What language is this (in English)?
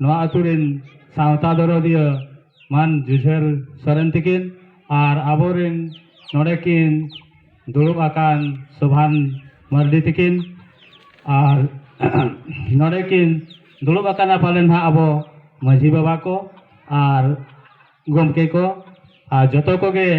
Santali